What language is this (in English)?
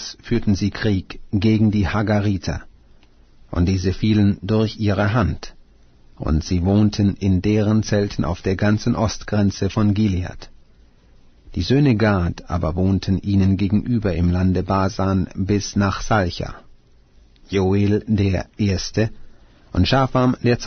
German